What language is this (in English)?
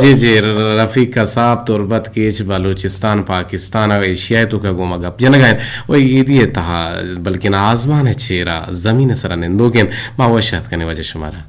Eastern Balochi